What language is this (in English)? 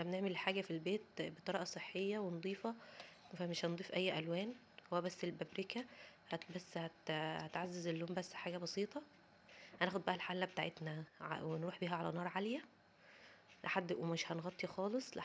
Egyptian Arabic